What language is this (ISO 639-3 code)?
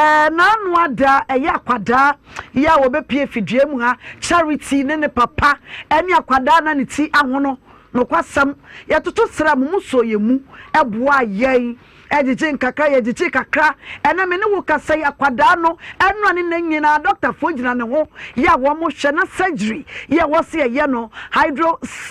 aka